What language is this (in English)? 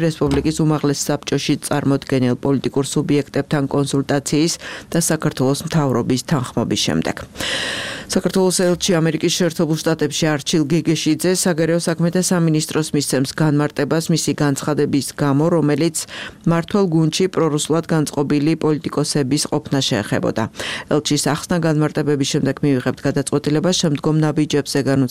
Georgian